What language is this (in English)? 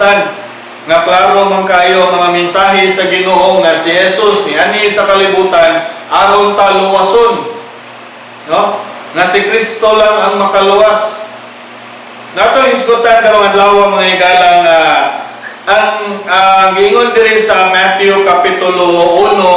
Cebuano